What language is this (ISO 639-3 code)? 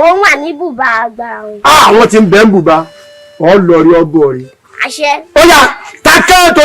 yor